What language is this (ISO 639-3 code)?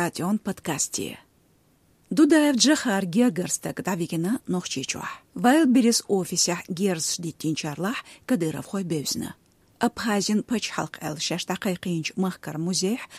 che